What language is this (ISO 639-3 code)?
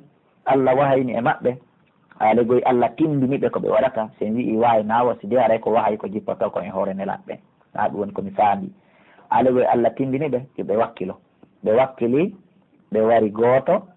fuf